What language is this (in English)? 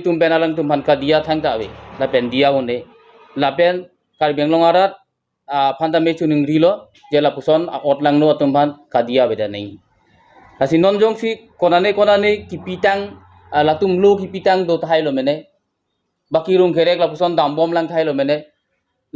Karbi